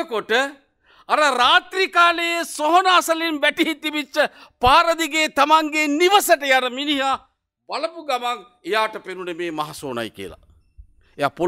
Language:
Sinhala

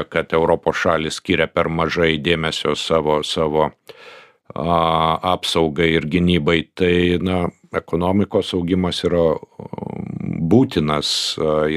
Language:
Lithuanian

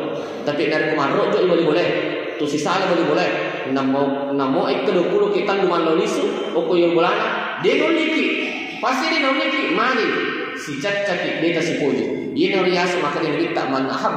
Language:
Buginese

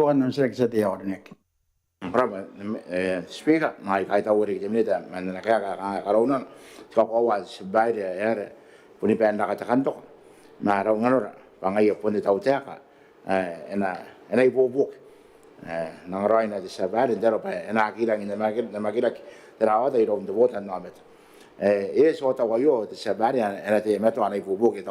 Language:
Gilbertese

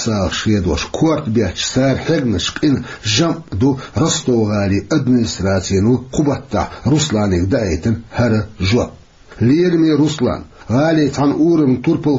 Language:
Chechen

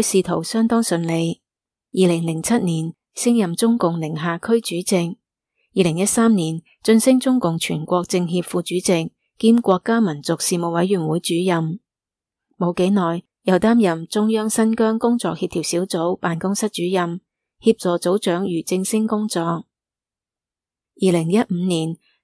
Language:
Cantonese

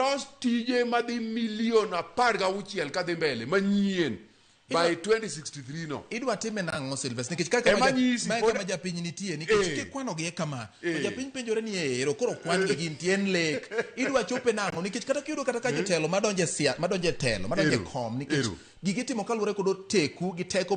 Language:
Luo (Kenya and Tanzania)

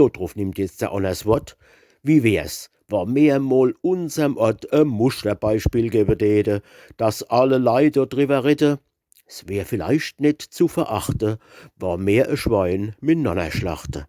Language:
Palatine German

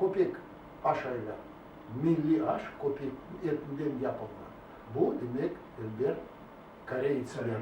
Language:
Crimean Tatar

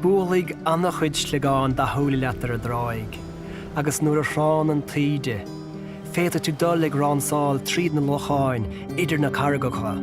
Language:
Irish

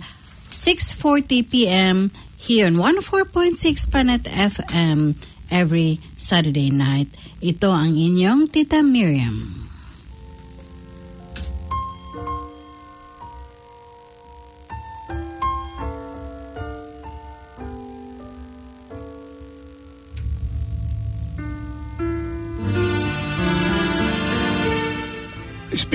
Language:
Filipino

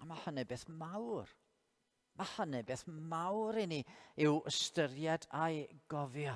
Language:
Welsh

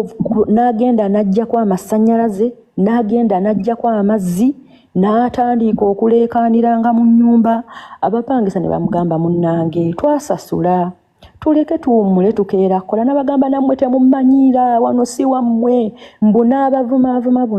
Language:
Ganda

